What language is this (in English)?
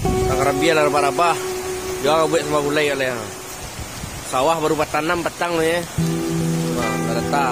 Minangkabau